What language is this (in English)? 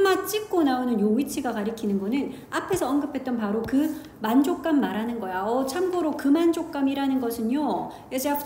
Korean